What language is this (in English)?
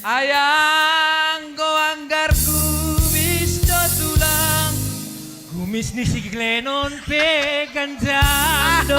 Batak Simalungun